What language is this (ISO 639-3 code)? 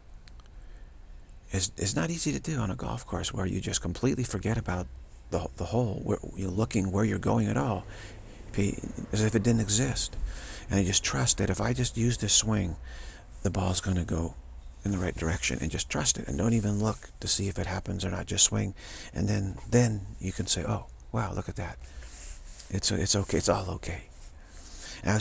eng